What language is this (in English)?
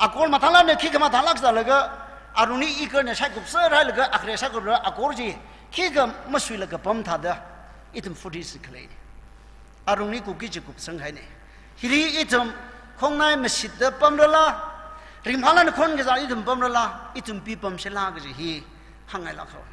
Tangkhul Naga (India)